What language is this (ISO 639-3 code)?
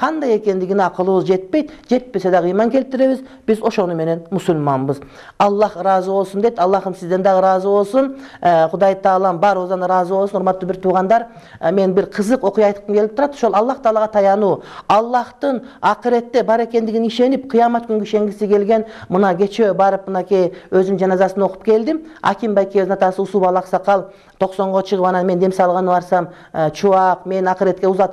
kir